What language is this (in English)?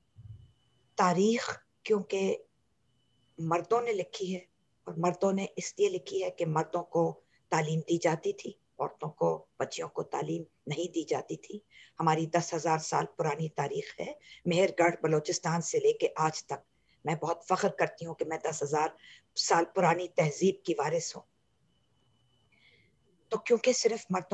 Urdu